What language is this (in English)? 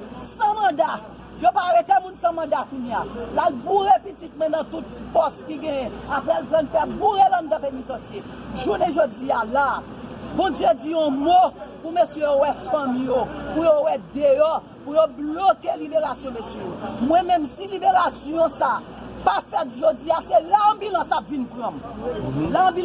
Haitian Creole